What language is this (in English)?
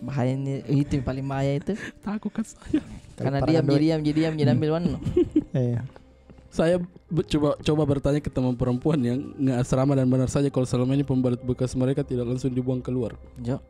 Makassar Malay